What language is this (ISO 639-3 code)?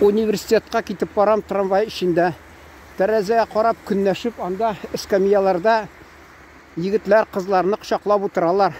tat